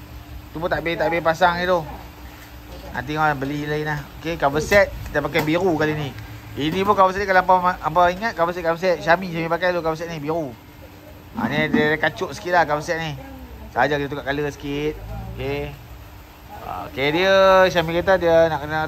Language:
Malay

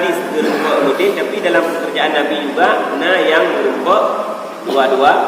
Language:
Achinese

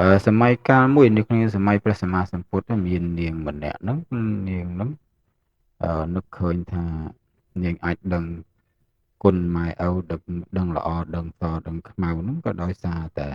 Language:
Khmer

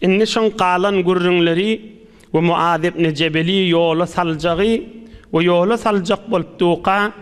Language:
Turkmen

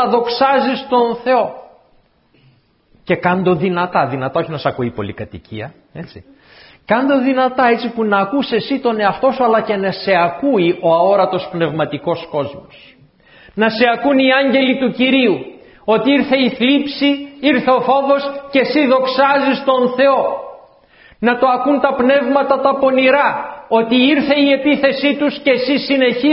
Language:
Greek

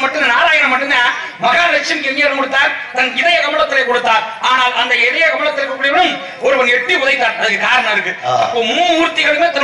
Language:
Tamil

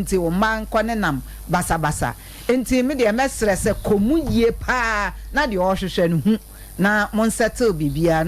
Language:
Akan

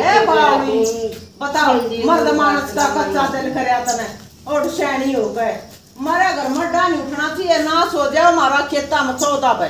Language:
Haryanvi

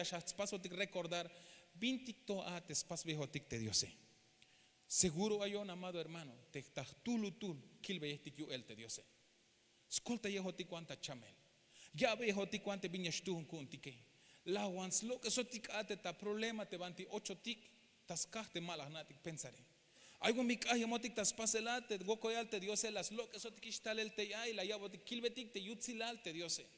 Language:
Tzeltal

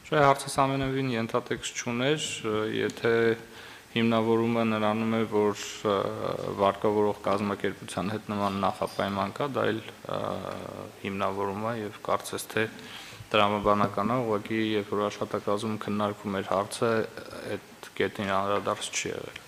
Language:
Armenian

